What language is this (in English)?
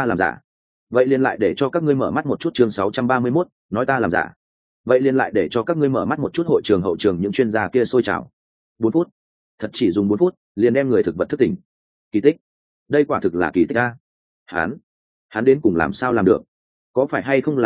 Vietnamese